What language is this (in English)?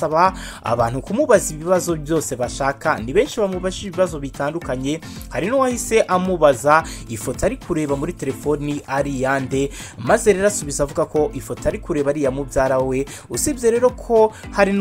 Kinyarwanda